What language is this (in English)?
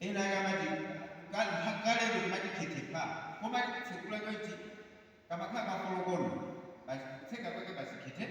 Nyanja